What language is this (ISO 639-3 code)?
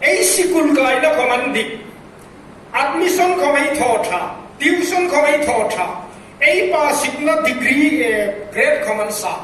hmr